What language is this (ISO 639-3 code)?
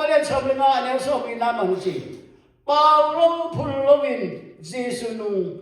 ctd